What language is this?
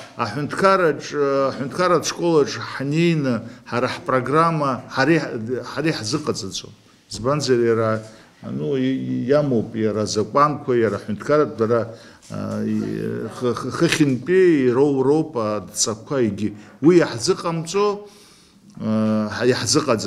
Abkhazian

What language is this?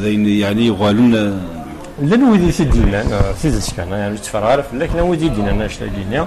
Kabyle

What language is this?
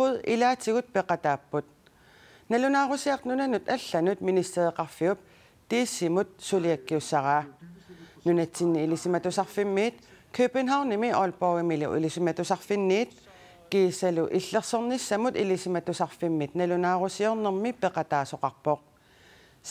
Kalaallisut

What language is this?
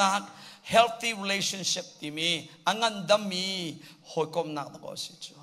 Hakha Chin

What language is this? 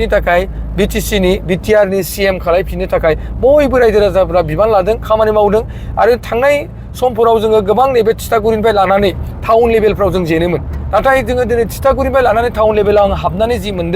Bodo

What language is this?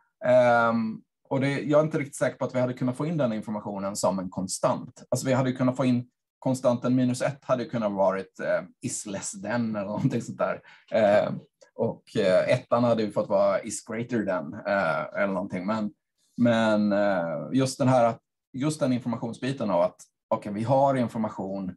Swedish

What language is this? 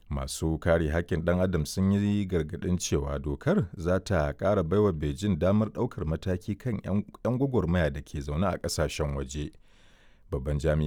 Hausa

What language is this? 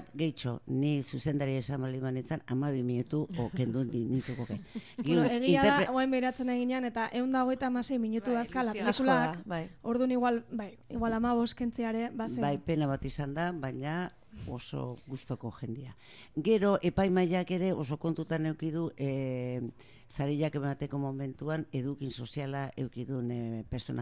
Basque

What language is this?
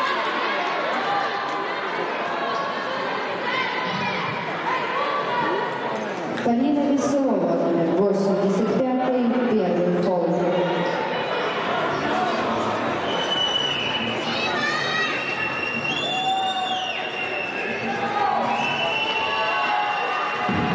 Russian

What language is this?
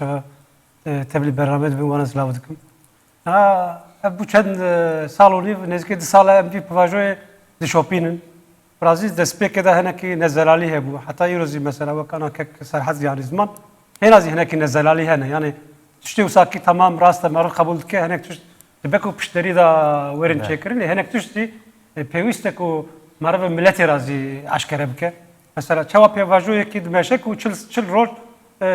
Kurdish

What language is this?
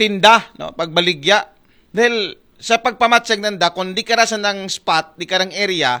Aklanon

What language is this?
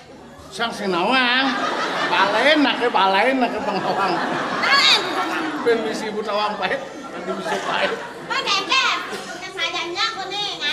Balinese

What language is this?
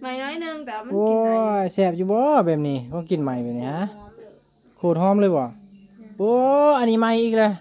Northeastern Thai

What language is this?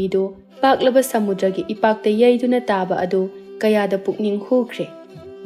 Manipuri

